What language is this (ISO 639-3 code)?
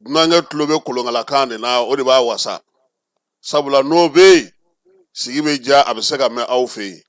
bam